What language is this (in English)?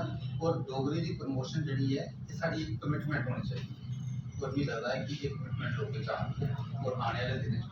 Dogri